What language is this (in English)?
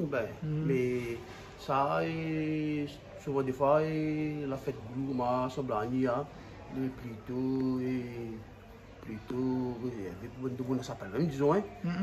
Réunion Creole French